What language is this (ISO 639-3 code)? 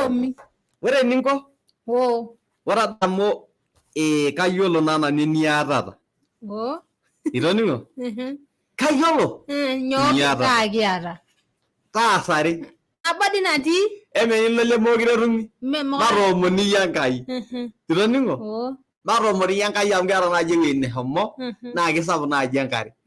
mas